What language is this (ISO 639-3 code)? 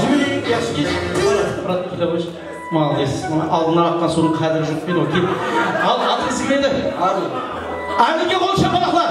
kaa